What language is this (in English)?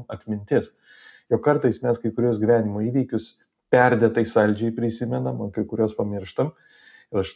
Lithuanian